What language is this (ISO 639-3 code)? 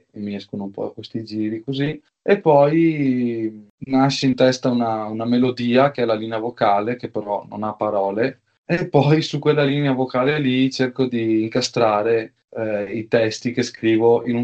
ita